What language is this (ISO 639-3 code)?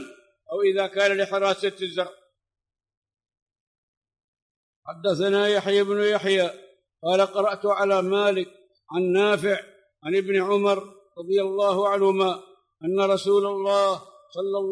ara